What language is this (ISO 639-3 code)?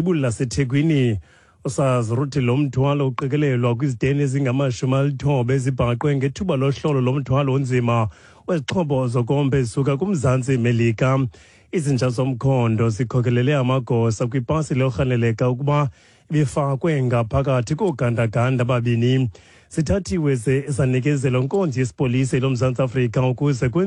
xho